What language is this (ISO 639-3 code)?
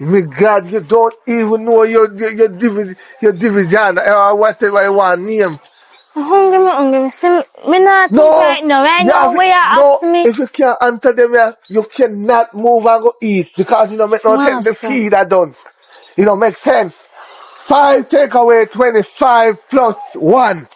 jam